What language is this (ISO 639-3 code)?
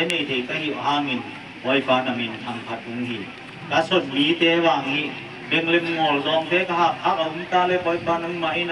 ctd